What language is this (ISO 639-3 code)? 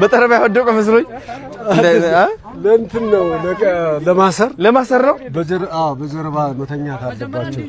amh